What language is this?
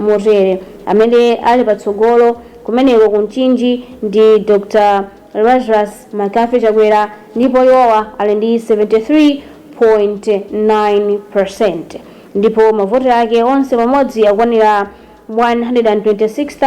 Nyanja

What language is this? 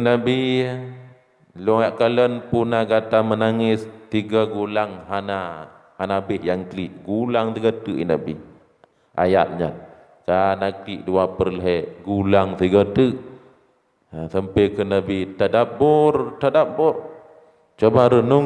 Achinese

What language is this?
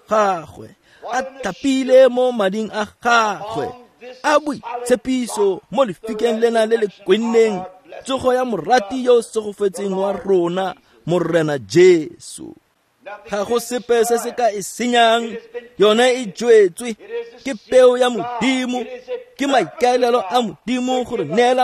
Tswana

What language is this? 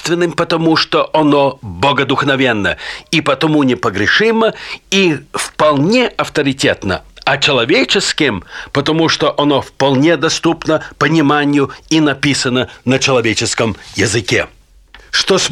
Russian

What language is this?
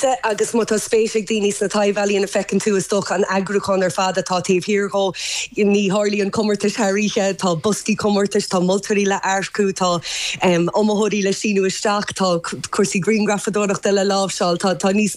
Irish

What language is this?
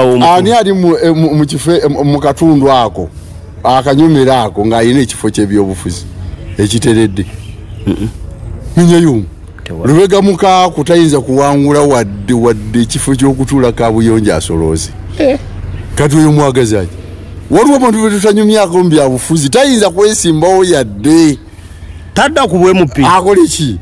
Ganda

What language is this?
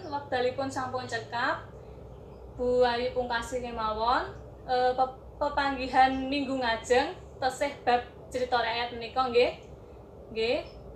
Javanese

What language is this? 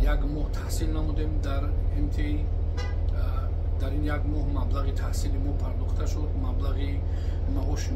Tajik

